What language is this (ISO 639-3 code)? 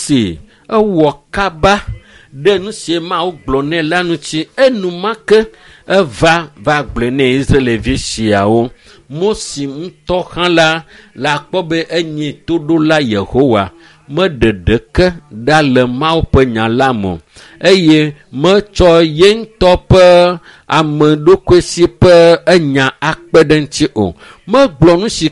ewe